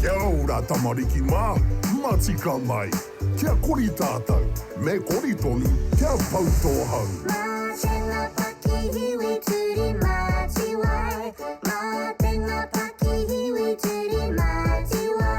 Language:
Māori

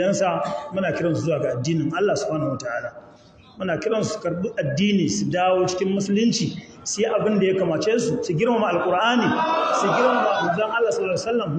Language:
Hausa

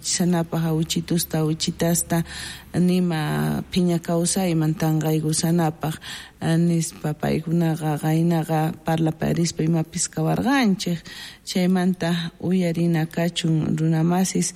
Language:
South Bolivian Quechua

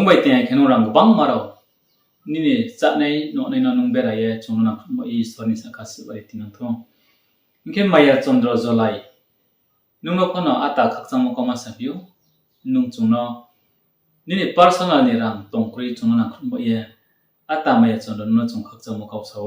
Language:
Riang (India)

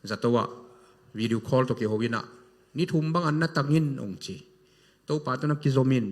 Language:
Tedim Chin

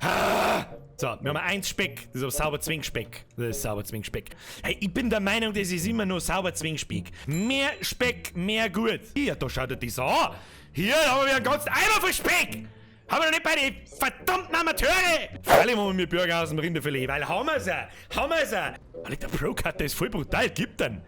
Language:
Bavarian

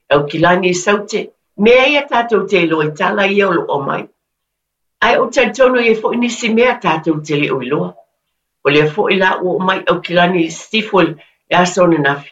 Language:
Samoan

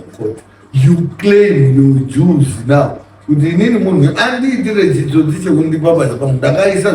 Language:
Shona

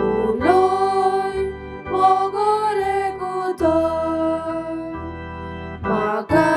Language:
Konkani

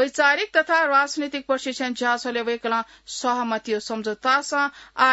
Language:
Newari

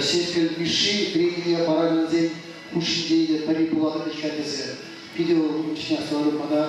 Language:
Chuvash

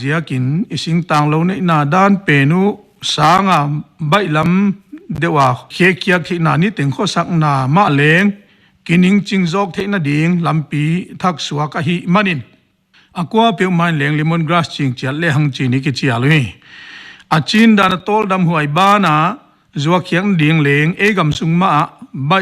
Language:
Paite Chin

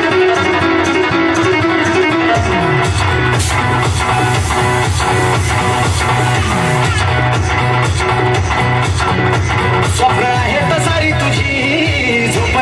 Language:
Marathi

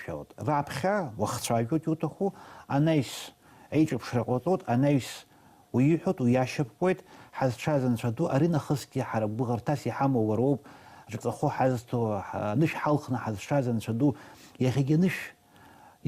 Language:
Abkhazian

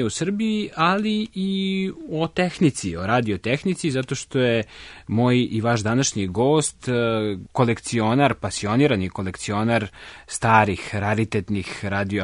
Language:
Serbian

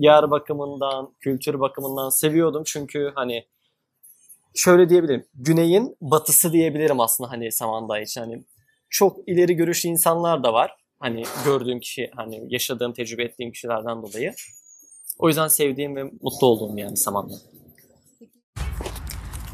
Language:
Turkish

